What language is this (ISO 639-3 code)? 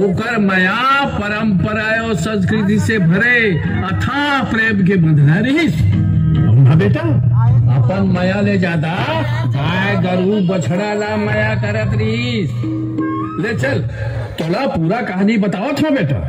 hne